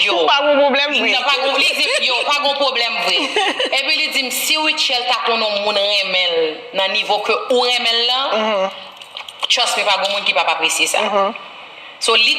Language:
Haitian Creole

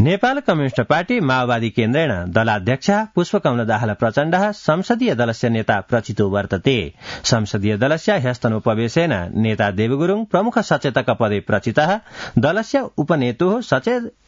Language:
Sanskrit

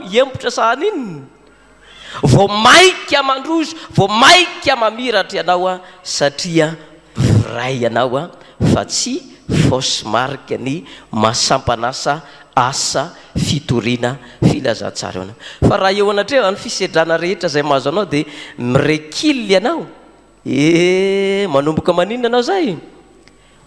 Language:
Malagasy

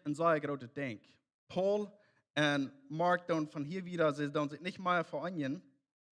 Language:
Plautdietsch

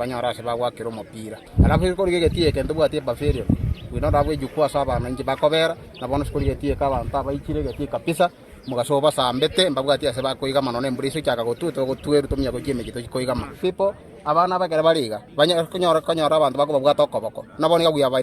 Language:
Gusii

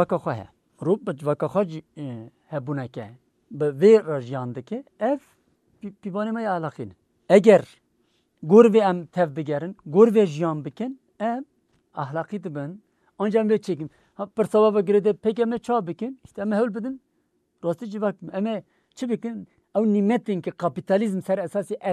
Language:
Kurdish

